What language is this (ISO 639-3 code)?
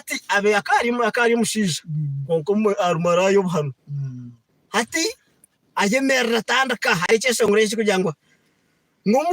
nyn